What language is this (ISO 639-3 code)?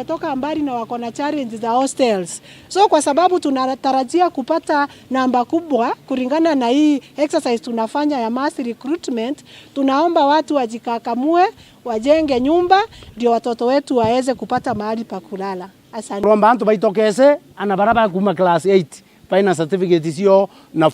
mer